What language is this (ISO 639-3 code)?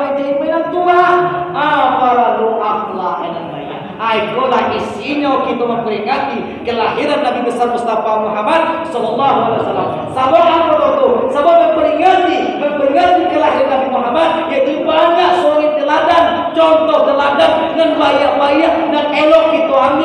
min